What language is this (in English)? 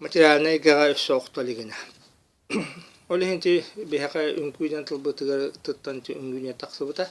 Yakut